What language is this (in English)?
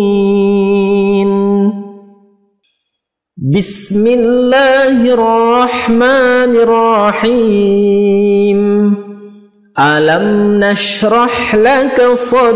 Arabic